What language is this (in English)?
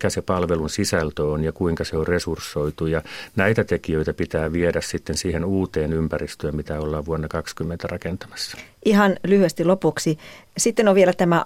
Finnish